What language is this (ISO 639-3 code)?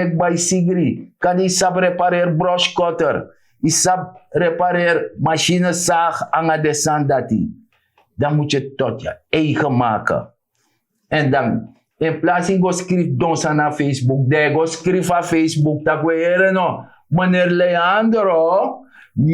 srn